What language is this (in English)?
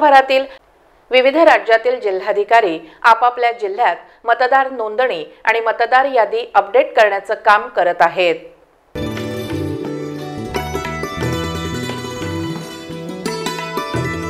Marathi